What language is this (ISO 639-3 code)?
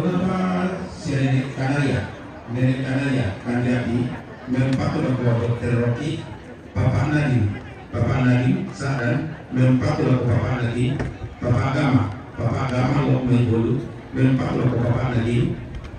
sda